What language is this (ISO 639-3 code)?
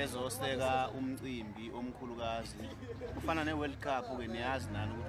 zul